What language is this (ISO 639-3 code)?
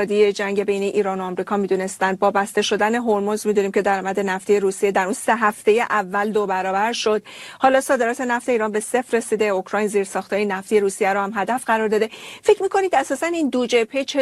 fas